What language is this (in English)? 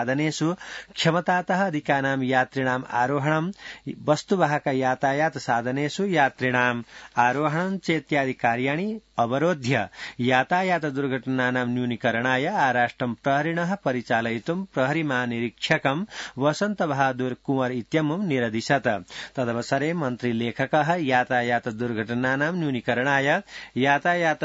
Sanskrit